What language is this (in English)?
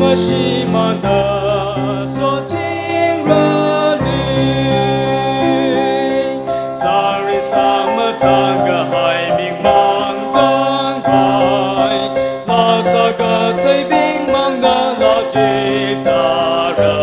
Tangkhul Naga (India)